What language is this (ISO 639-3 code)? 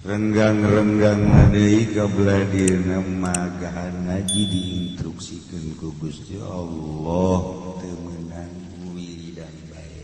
sun